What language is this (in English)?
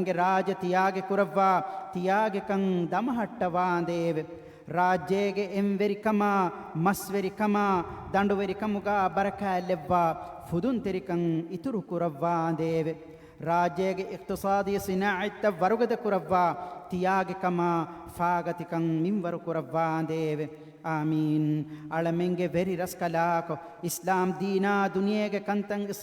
Divehi